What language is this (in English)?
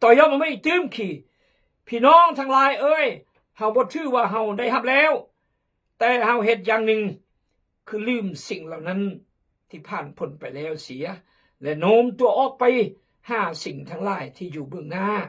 Khmu